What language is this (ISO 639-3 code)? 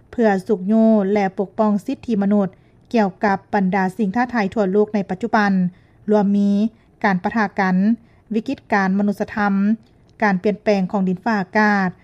lao